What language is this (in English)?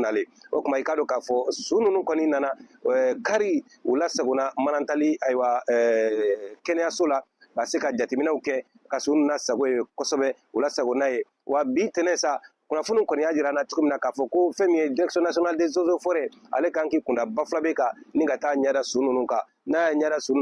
Bambara